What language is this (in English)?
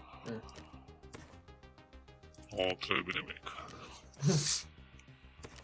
Romanian